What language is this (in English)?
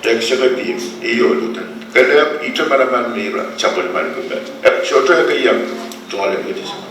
Pohnpeian